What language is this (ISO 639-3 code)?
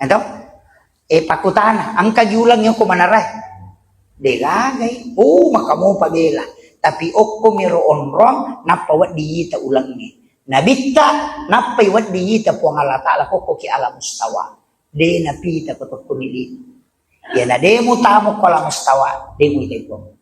bug